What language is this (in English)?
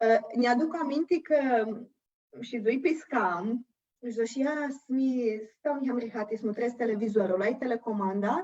Aromanian